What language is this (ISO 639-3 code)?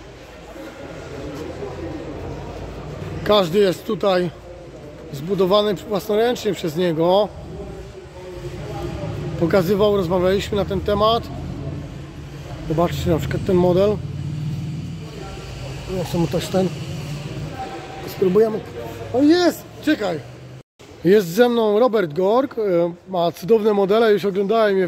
pol